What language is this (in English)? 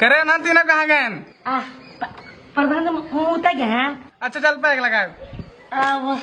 Awadhi